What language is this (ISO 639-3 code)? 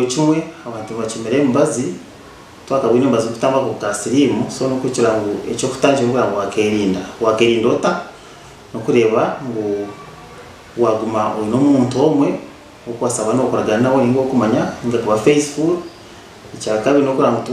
nyn